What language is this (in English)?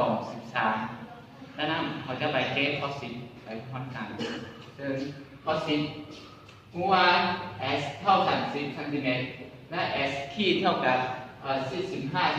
Lao